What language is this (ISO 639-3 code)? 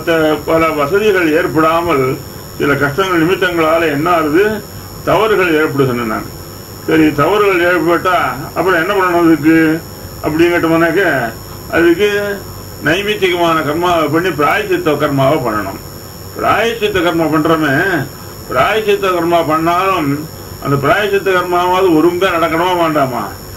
tam